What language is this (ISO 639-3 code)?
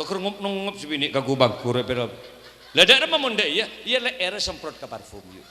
mad